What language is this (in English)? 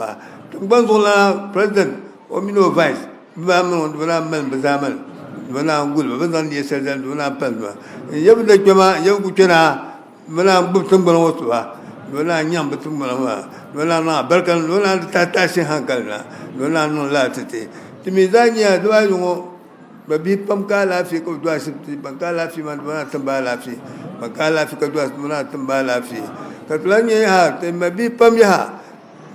Dagbani